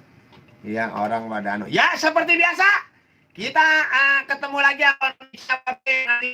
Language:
Betawi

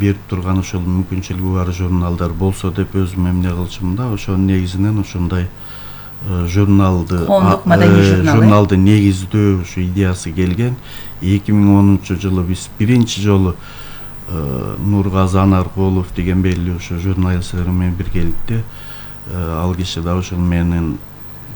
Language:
Kyrgyz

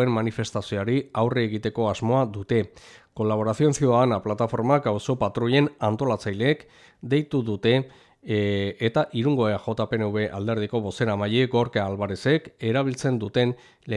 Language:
Basque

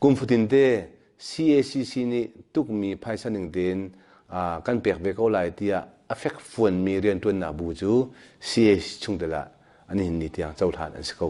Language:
Hakha Chin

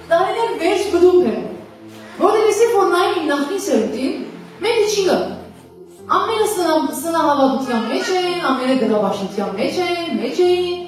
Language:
Western Armenian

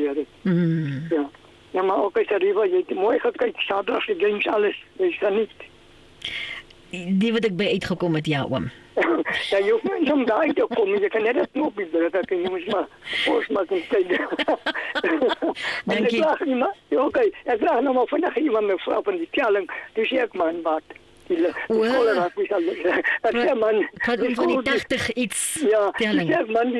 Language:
Afrikaans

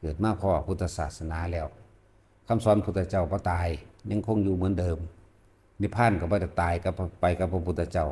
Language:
Northeastern Thai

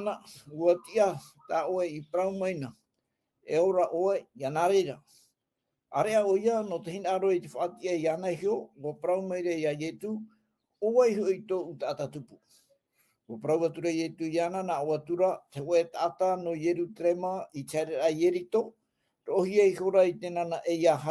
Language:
Tahitian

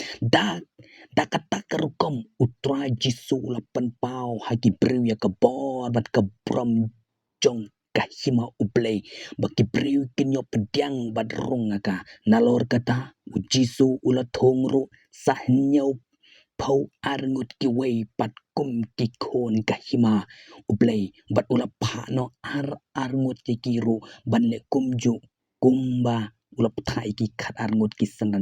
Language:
Khasi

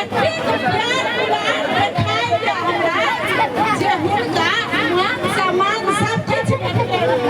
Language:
Maithili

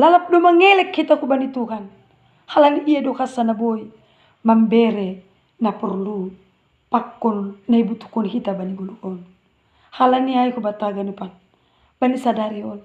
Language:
Batak Simalungun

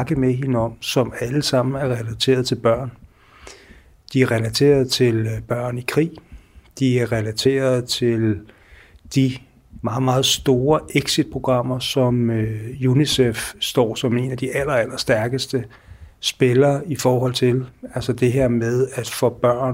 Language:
Danish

